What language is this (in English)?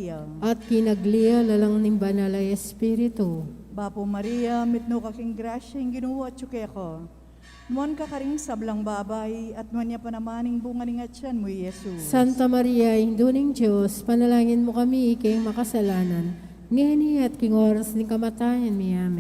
Pampanga